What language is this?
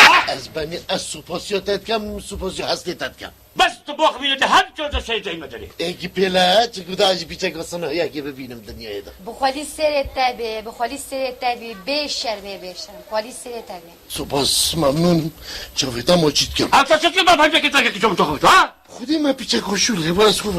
Kurdish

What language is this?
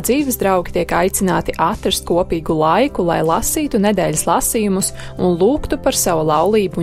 Latvian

